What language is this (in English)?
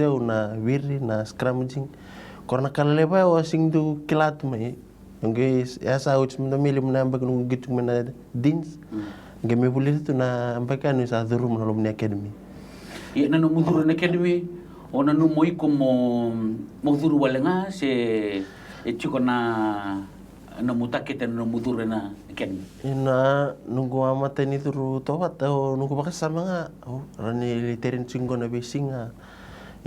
Fijian